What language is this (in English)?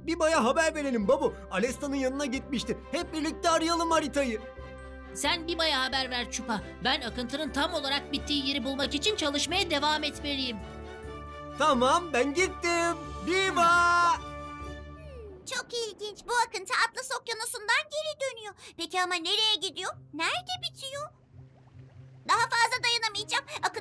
Turkish